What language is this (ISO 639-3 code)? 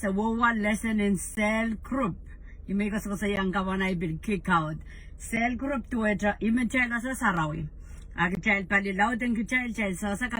pon